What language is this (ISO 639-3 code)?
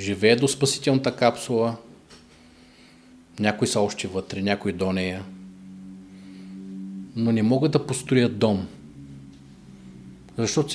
bul